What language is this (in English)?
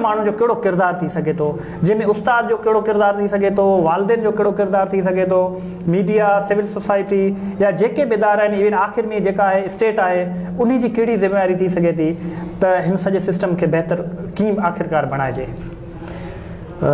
Sindhi